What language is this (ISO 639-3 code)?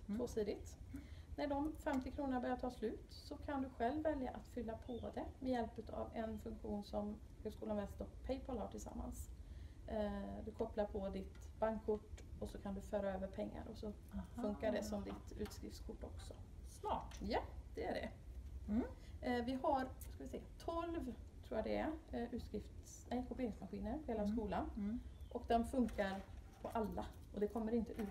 swe